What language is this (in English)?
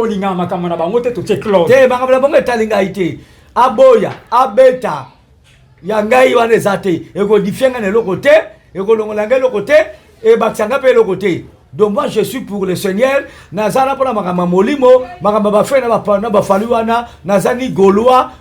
Lingala